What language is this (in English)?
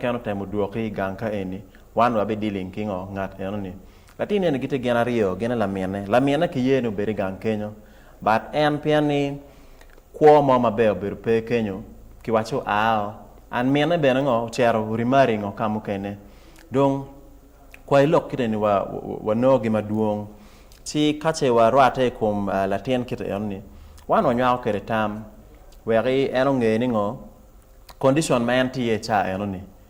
Acoli